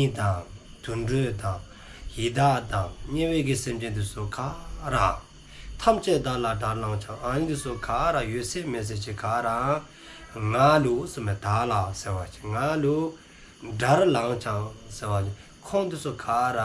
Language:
Dzongkha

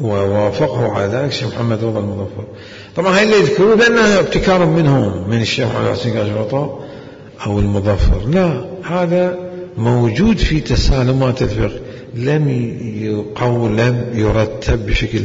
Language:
Mesopotamian Arabic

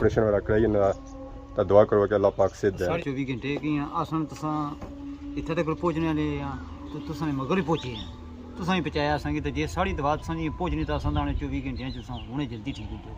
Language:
Pahari-Potwari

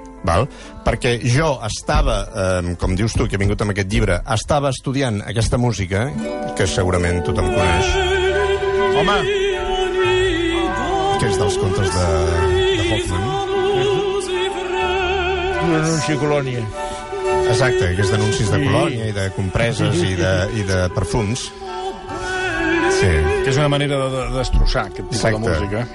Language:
Catalan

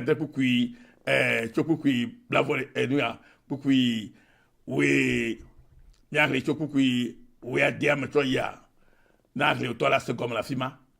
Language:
Ewe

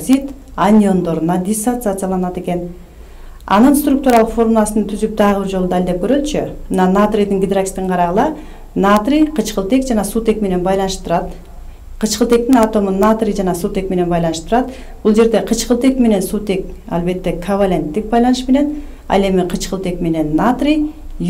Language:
Kyrgyz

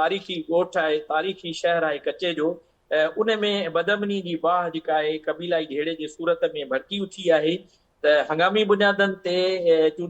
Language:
Sindhi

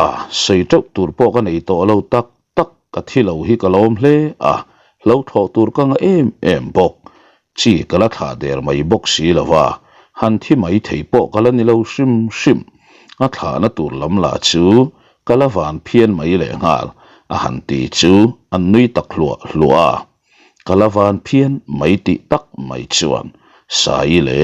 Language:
Mizo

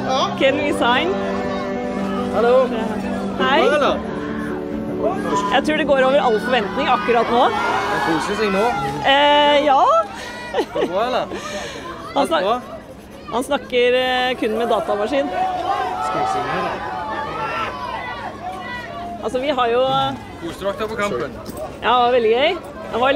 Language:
Norwegian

